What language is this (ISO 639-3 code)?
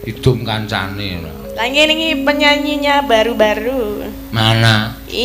jav